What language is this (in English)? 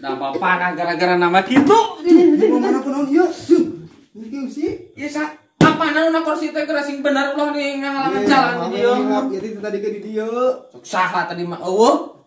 Sundanese